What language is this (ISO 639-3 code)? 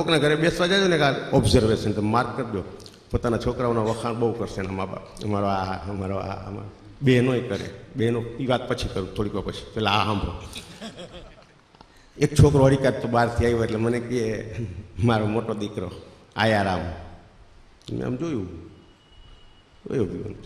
guj